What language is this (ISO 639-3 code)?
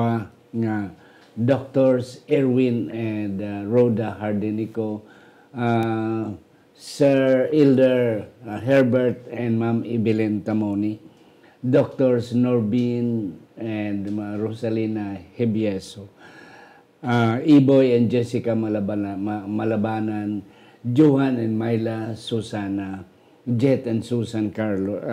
hil